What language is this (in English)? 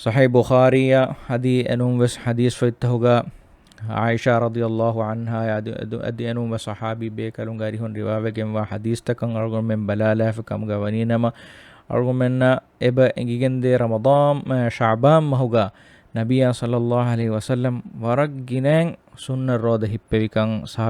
Divehi